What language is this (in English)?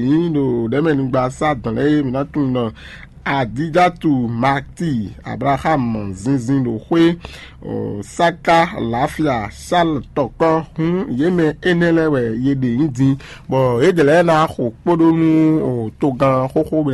Fon